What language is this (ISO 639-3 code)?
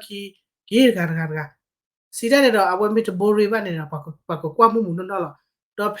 ksw